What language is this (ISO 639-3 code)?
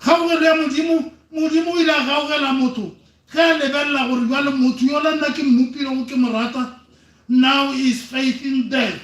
nso